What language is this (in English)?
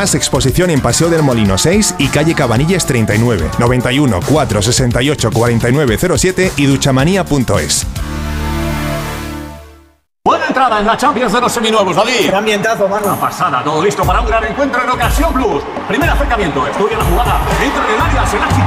Spanish